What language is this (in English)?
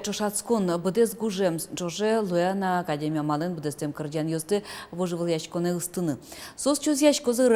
Udmurt